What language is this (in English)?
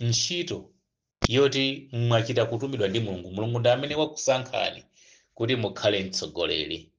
Nyanja